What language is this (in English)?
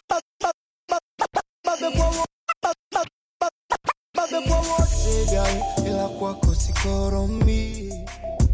Swahili